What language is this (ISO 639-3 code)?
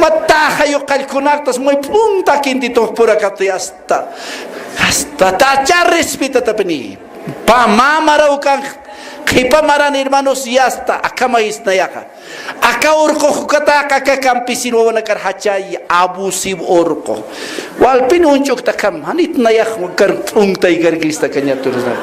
aym